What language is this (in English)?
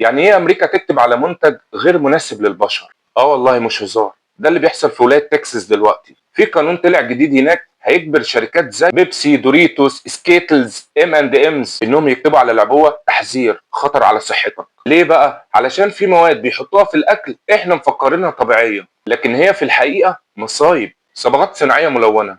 Egyptian Arabic